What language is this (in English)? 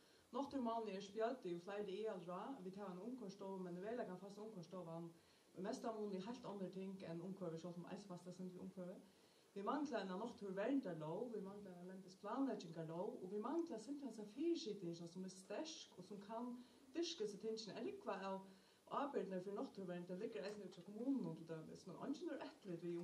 Faroese